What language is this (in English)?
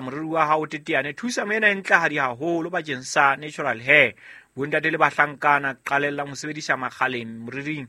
Southern Sotho